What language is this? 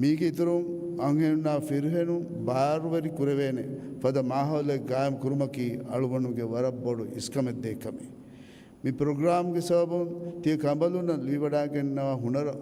Divehi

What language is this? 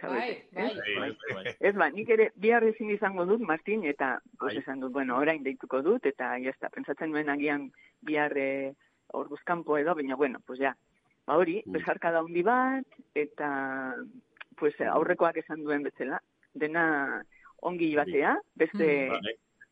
Basque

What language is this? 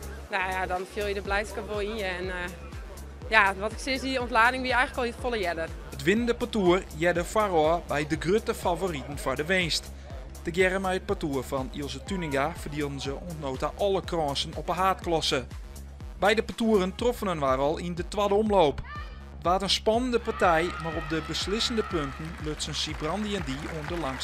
Western Frisian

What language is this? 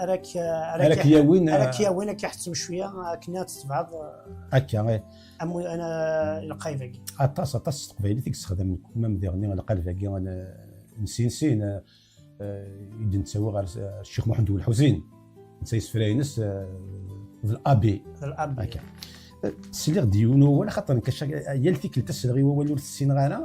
Kabyle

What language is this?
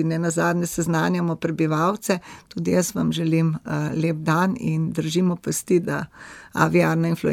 Slovenian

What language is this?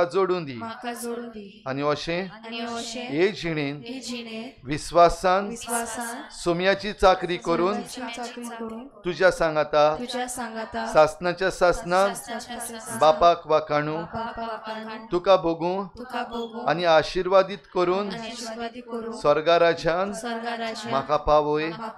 Konkani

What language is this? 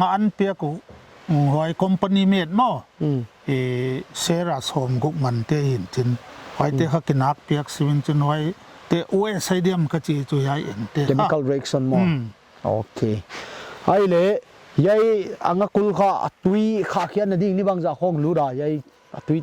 Paite Chin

